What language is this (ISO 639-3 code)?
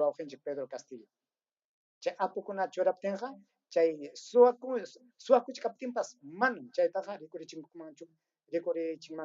quy